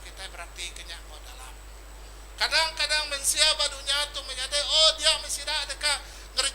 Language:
Iban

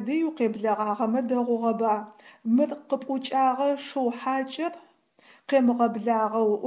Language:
Adyghe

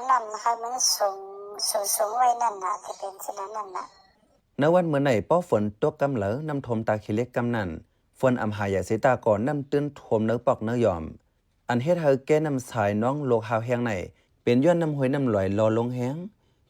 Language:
Shan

